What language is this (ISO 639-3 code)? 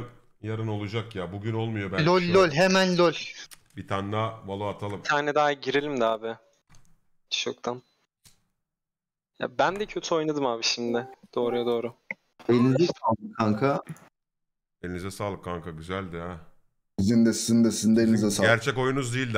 tur